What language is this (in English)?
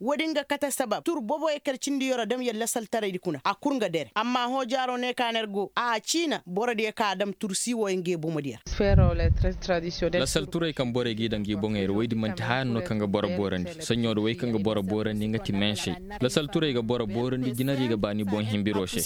Koyraboro Senni